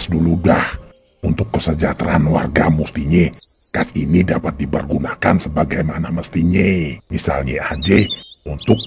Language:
Betawi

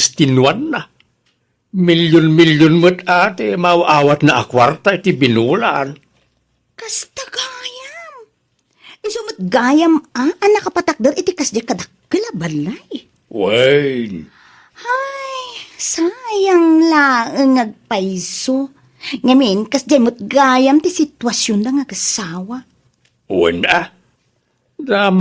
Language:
Iloko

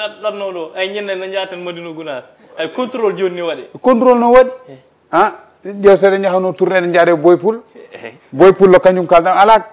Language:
Fula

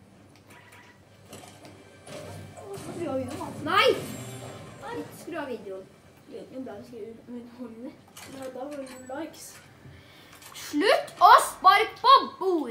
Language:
Norwegian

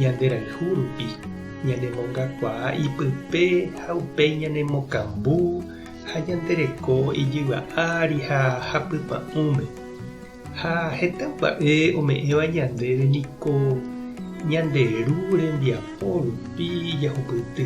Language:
Guarani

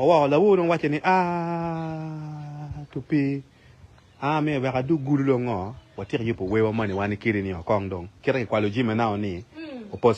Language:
Acoli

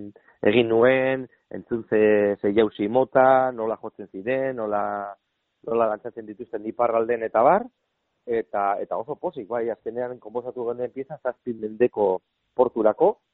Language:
Basque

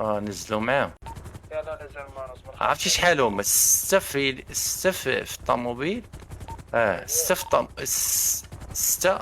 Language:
Moroccan Arabic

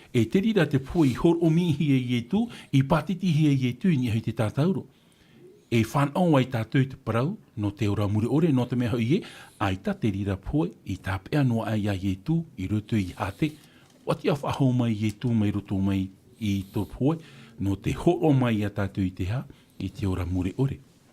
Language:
Tahitian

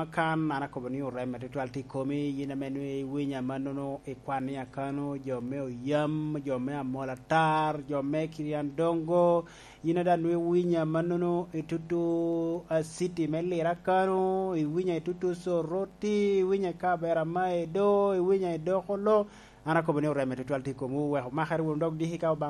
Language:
Lango (Uganda)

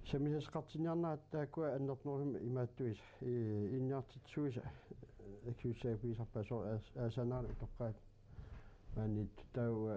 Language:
Kalaallisut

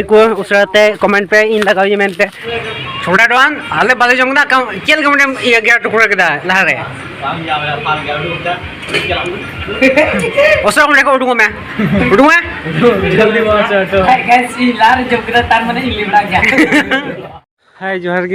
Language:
Santali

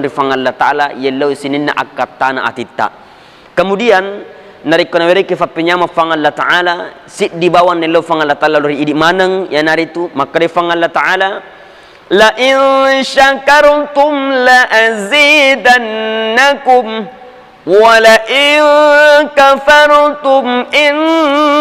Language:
Buginese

